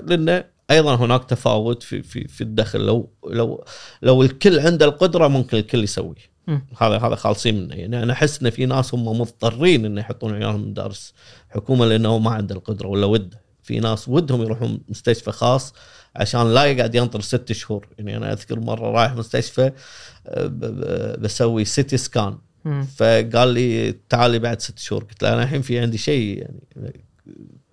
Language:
Gulf Arabic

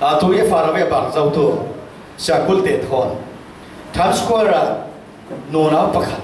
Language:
Falam Chin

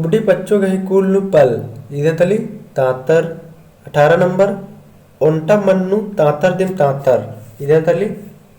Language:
Kurukh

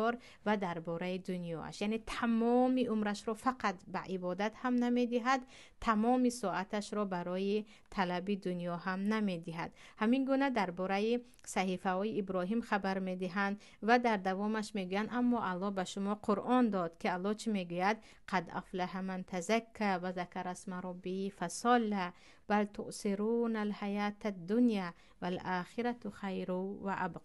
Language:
Tajik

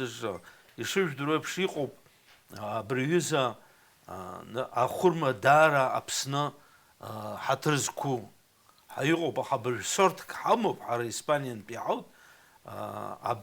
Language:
Abkhazian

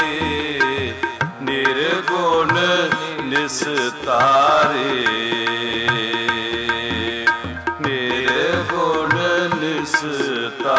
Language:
Punjabi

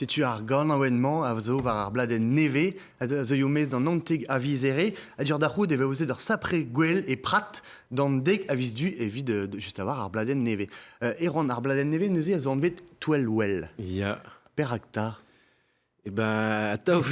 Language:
Breton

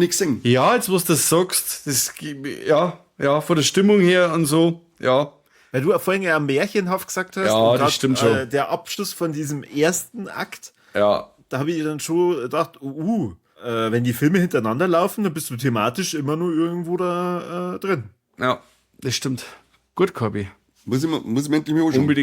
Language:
Bavarian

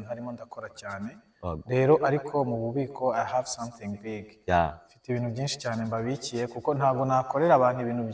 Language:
Kinyarwanda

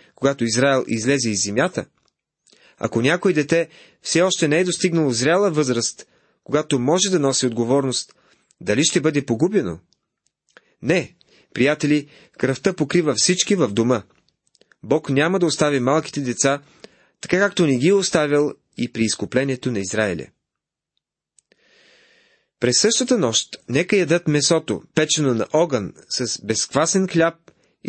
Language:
Bulgarian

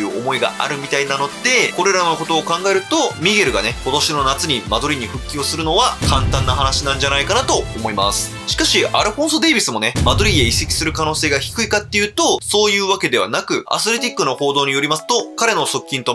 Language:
Japanese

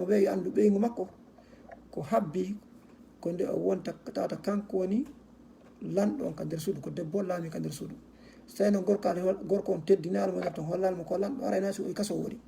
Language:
Fula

